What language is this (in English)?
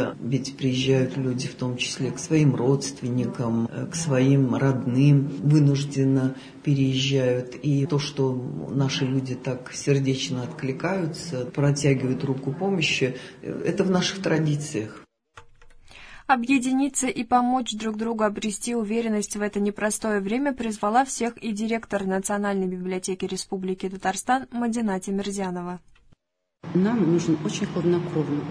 Russian